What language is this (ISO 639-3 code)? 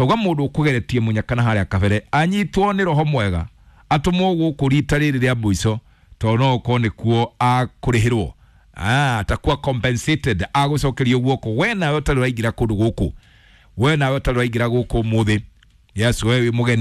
kik